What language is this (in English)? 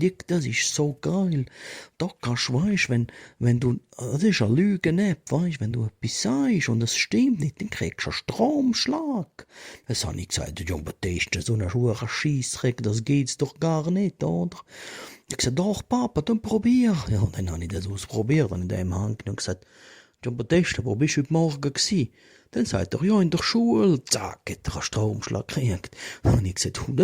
Swiss German